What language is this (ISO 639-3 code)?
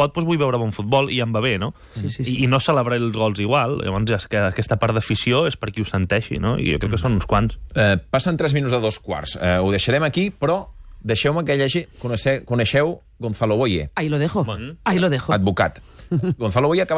cat